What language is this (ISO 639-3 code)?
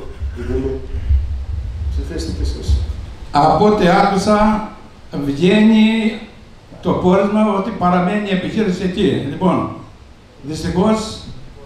ell